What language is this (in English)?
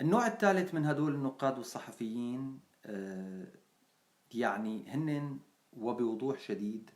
North Levantine Arabic